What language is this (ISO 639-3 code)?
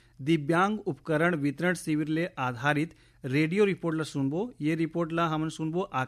hne